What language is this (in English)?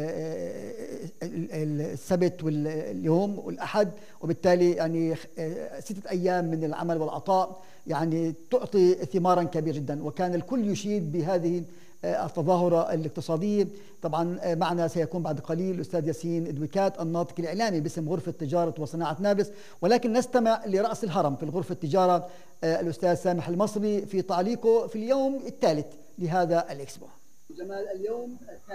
North Levantine Arabic